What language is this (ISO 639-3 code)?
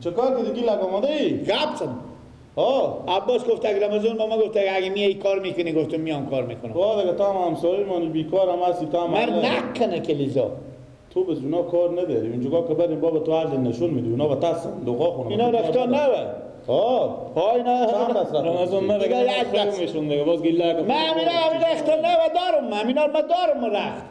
fas